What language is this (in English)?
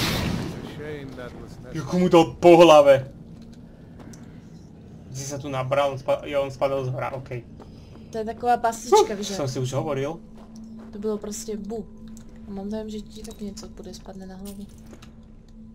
Slovak